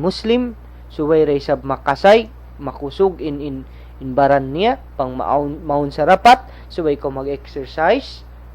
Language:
Tausug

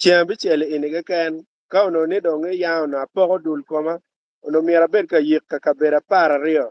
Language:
Acoli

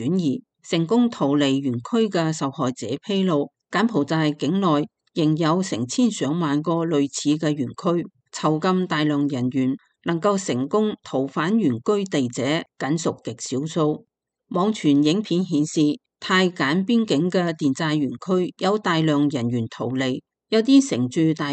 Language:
Cantonese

